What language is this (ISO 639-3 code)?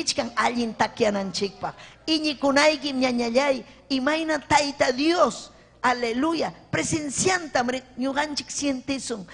quy